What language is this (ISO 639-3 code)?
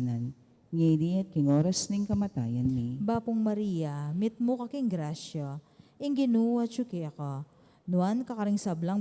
pam